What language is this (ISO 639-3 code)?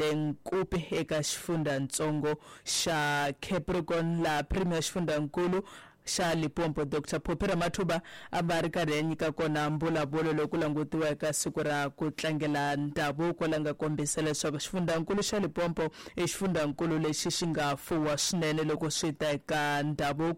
tso